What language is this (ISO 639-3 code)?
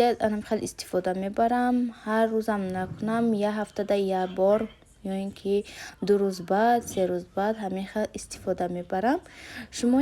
tgk